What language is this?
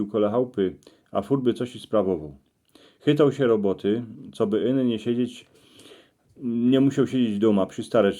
Silesian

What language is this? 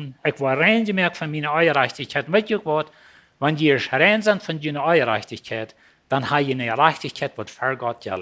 Plautdietsch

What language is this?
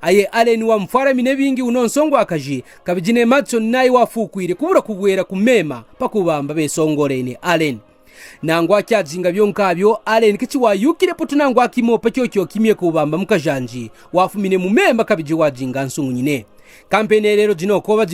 Kaonde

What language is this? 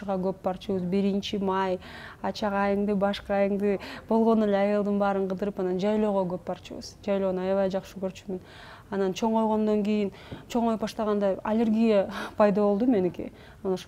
Kyrgyz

